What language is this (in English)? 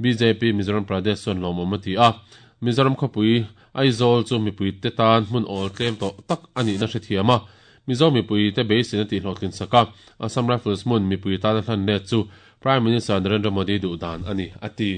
Mizo